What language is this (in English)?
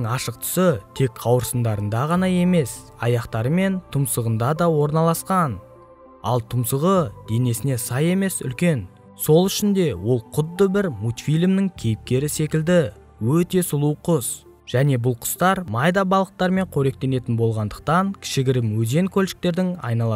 Kazakh